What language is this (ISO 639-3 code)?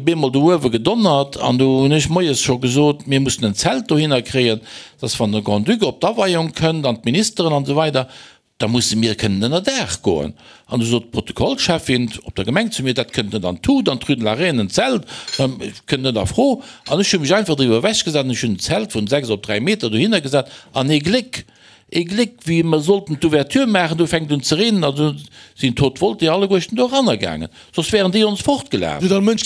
ltz